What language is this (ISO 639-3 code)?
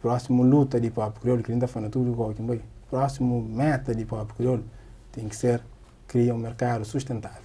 kea